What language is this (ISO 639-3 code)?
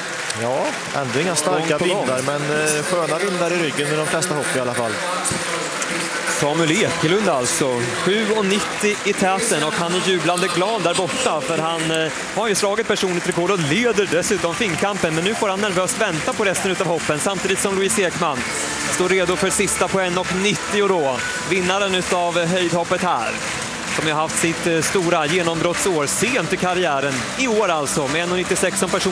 swe